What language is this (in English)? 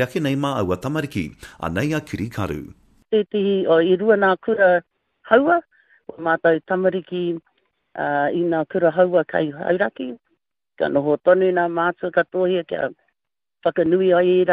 Māori